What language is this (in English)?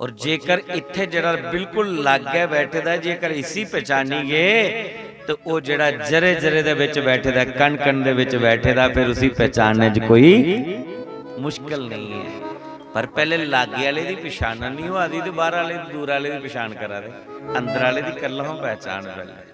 Dogri